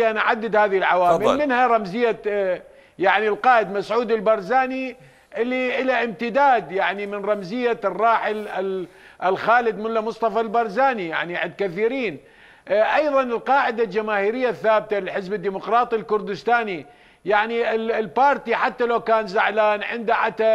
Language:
Mesopotamian Arabic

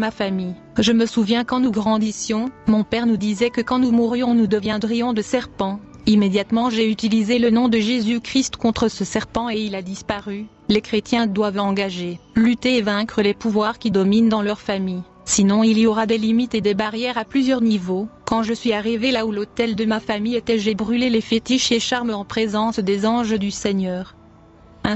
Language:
French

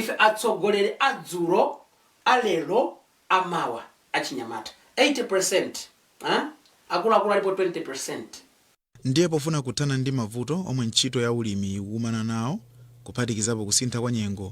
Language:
Nyanja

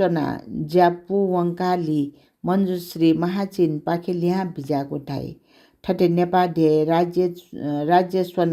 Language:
Newari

